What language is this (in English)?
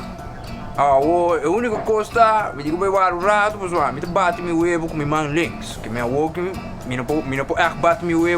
Papiamento